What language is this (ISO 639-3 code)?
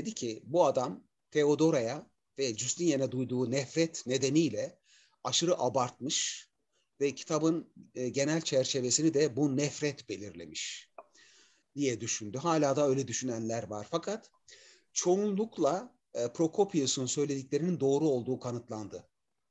tur